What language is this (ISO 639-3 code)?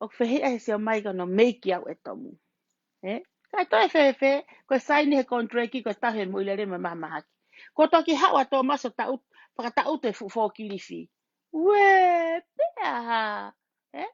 ton